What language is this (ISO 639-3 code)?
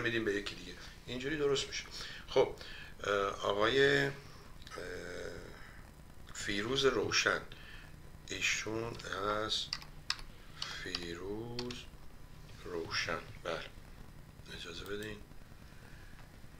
fas